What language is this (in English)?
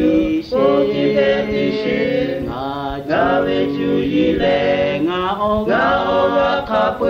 Lahu